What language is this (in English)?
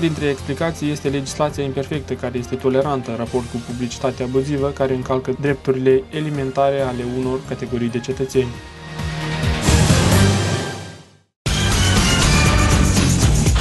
Romanian